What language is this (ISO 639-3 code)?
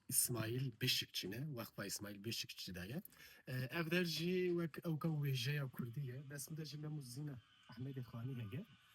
kur